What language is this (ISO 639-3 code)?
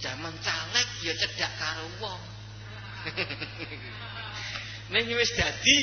jav